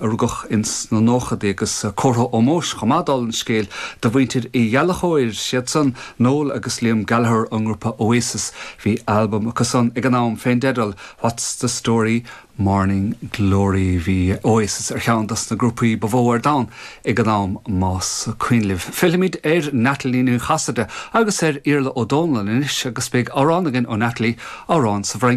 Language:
Irish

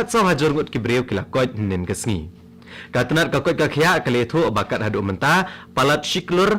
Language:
Khasi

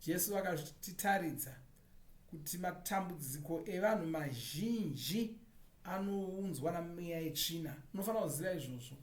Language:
Shona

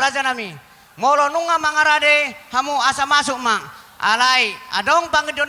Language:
Batak Toba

